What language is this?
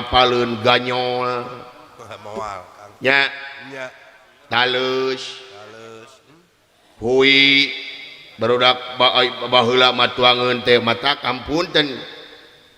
Sundanese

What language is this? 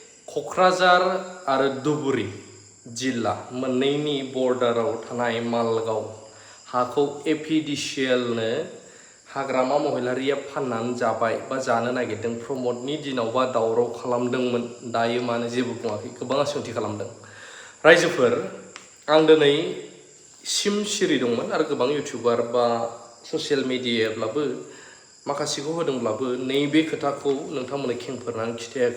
Bodo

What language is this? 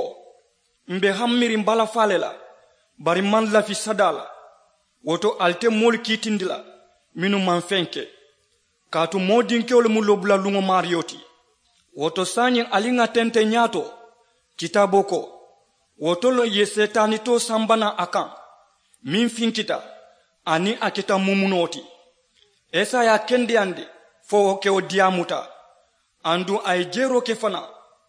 Mandingo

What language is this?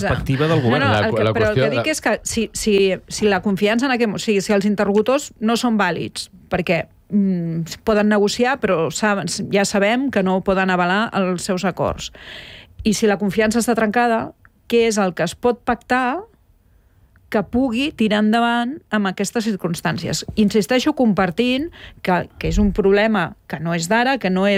Catalan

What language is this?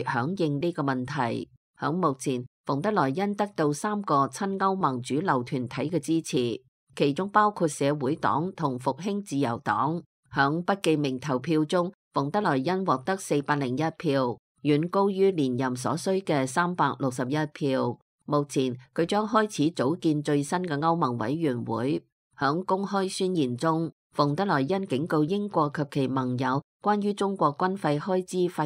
Cantonese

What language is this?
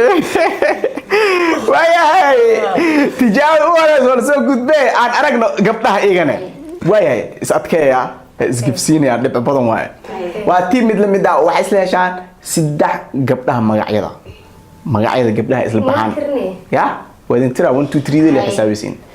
Somali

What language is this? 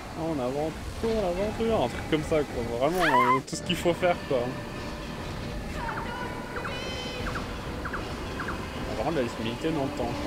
French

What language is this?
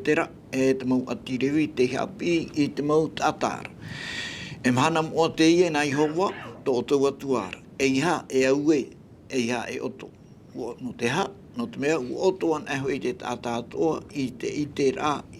Tahitian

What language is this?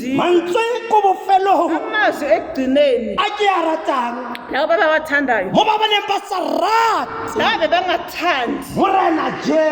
Tswana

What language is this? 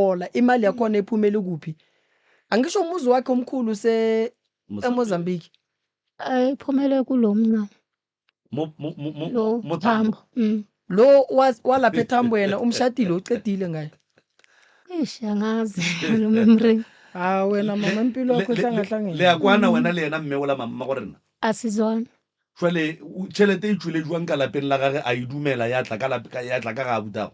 Northern Sotho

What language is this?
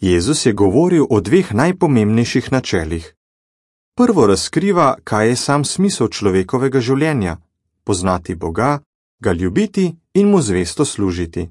Slovenian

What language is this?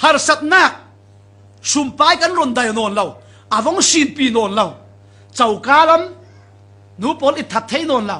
Falam Chin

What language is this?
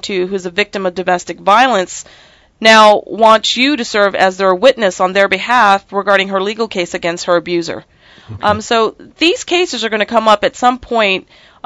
English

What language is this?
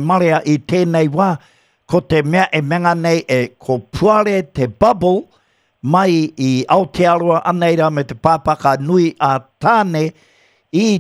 Māori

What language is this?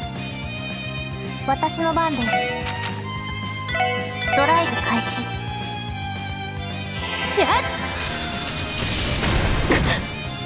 Japanese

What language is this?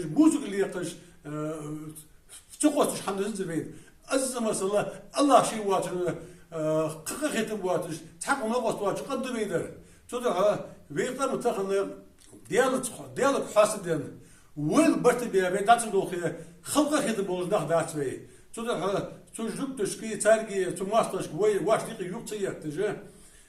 Ingush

